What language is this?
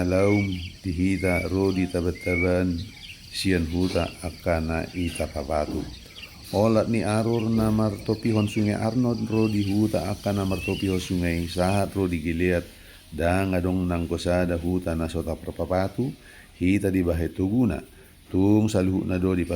Batak Toba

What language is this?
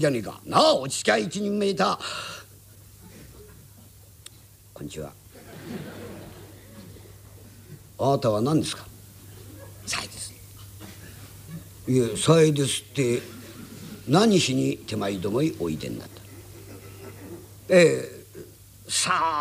Japanese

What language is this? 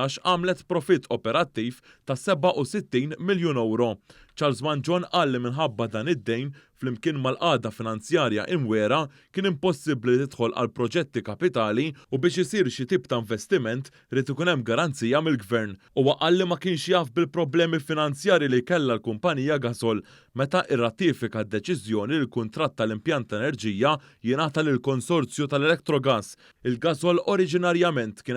Maltese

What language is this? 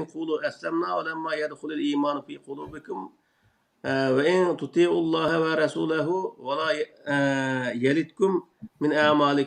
Uyghur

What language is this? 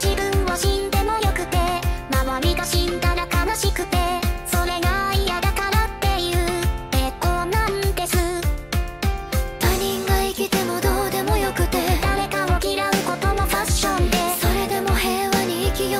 Japanese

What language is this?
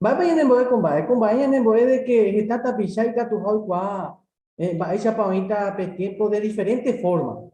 Guarani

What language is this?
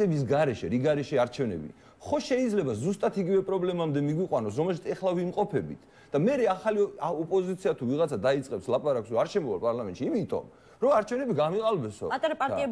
Georgian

